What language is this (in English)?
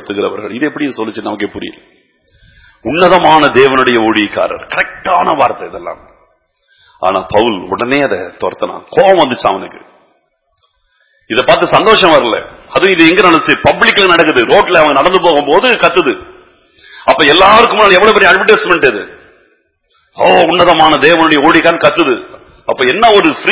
Tamil